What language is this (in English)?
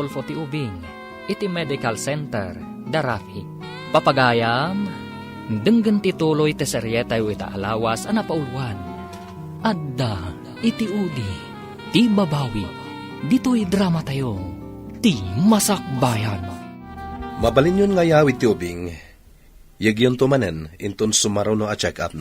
Iloko